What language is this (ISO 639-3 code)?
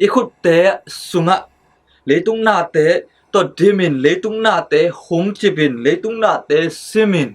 ctd